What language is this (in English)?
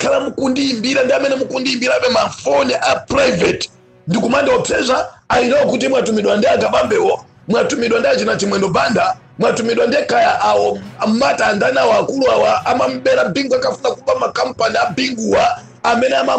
Nyanja